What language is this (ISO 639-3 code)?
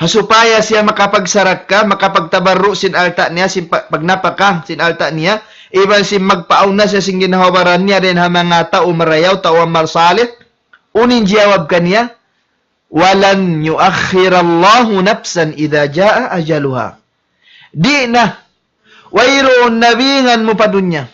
tsg